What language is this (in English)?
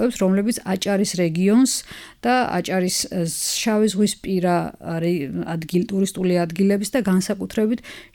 Georgian